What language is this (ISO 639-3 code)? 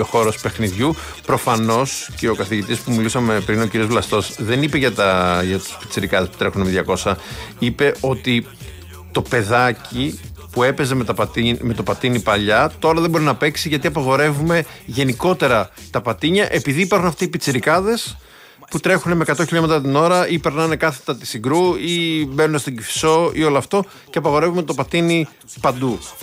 ell